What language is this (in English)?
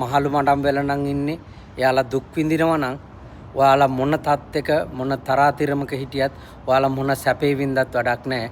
Sinhala